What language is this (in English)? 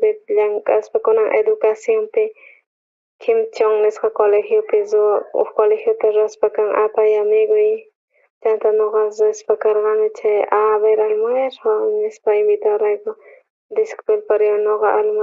South Bolivian Quechua